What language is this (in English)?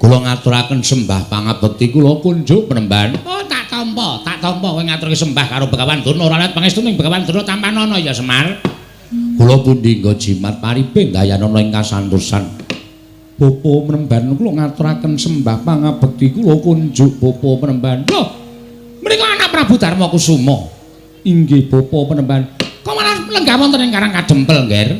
Javanese